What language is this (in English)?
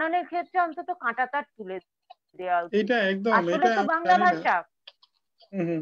Bangla